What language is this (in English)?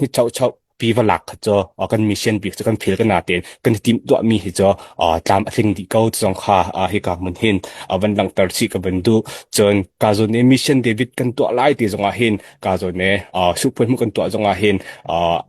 Hakha Chin